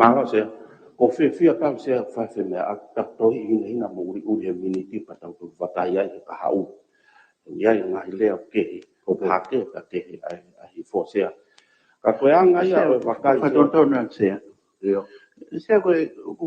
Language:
Tongan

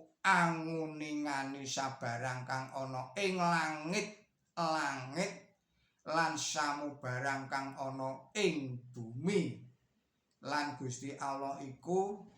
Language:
Javanese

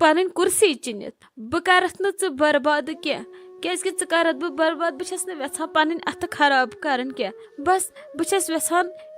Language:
Kashmiri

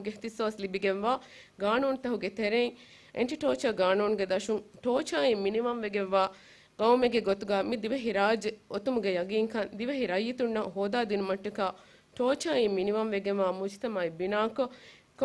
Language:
Divehi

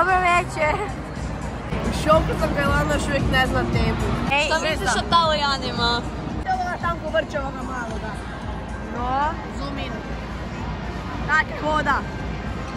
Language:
Croatian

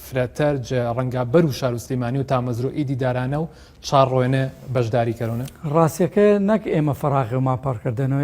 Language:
Gurani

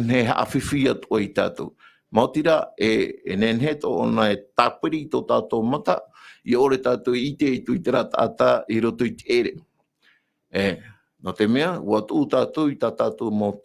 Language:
Tahitian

